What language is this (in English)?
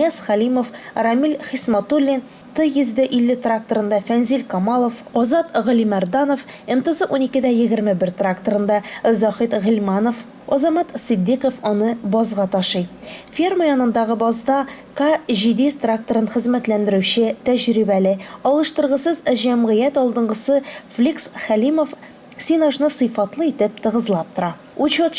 Tatar